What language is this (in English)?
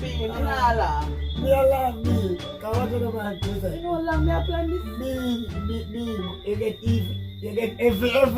Jamaican Creole English